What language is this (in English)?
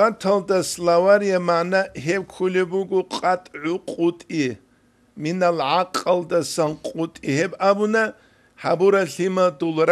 Avaric